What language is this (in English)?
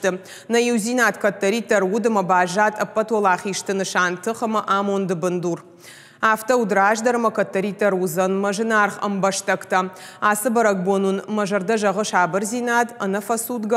Ossetic